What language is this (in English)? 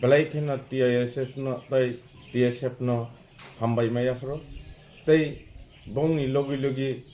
Kok Borok